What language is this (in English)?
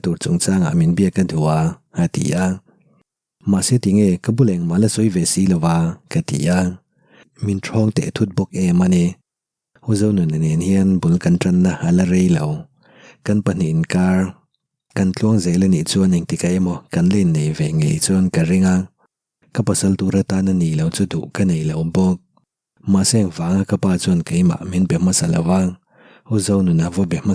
Mizo